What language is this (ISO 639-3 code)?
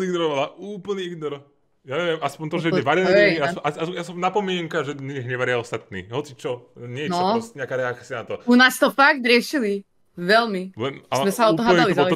slk